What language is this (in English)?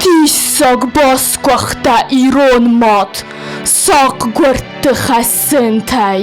Ossetic